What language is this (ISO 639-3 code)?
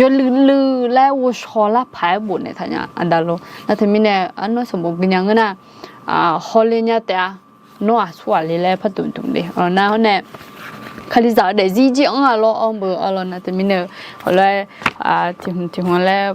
ahk